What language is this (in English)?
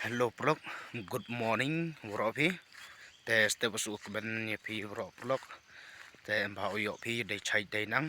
Pnar